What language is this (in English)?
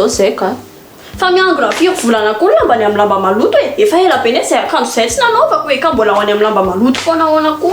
Malagasy